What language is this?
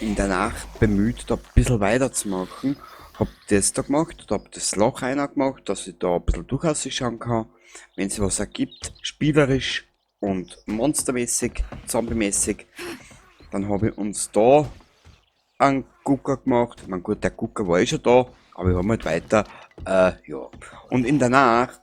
Bavarian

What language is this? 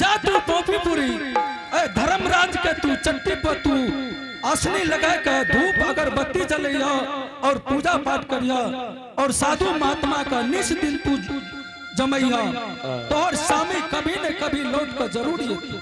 Angika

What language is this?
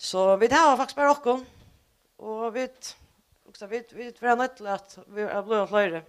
Faroese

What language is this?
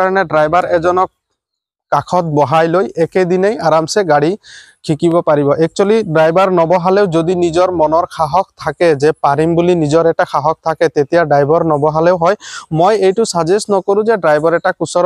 Assamese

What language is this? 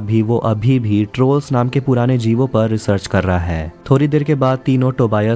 Hindi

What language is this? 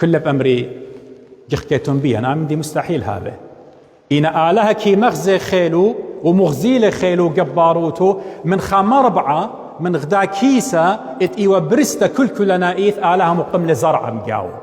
Assyrian Neo-Aramaic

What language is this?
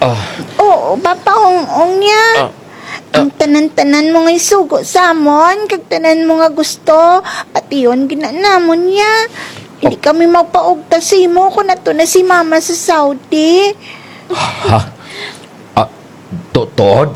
Kinaray-a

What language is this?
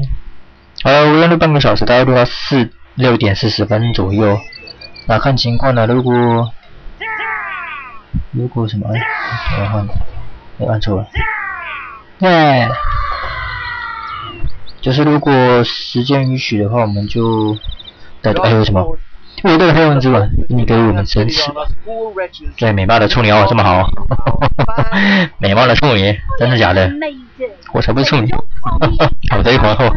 Chinese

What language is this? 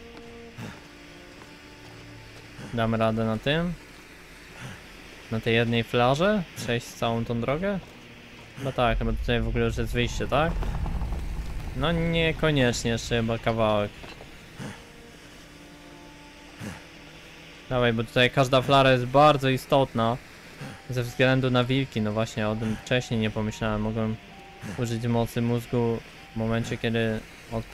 Polish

